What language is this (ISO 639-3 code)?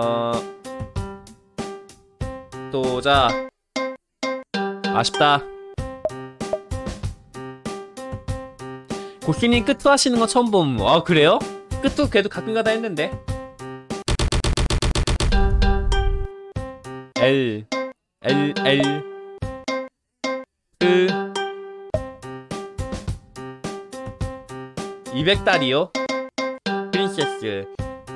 kor